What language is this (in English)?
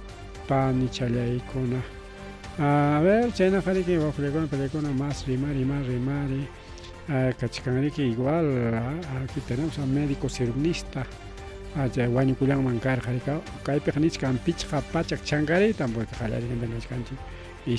Ayacucho Quechua